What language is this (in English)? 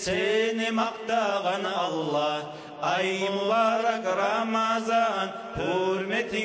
Kumyk